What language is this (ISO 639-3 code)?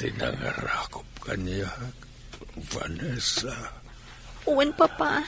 ilo